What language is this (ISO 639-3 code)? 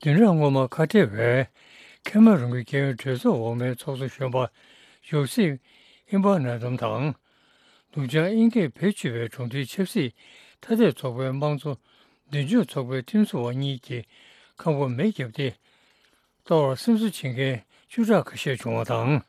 bod